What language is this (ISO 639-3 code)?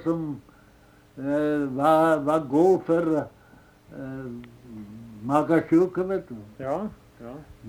nor